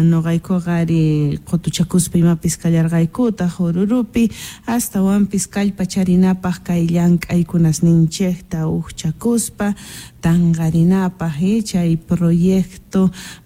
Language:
Quechua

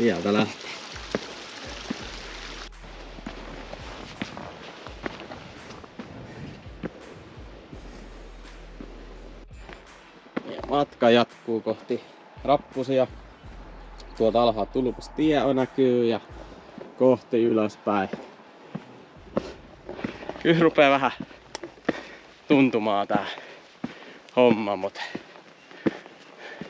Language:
Finnish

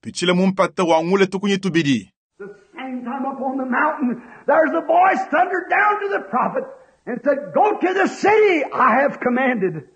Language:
Luba-Lulua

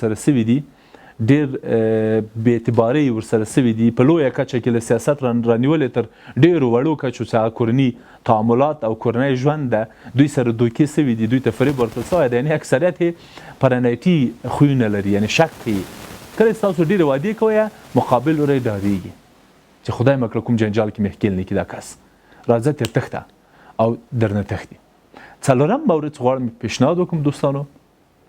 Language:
Pashto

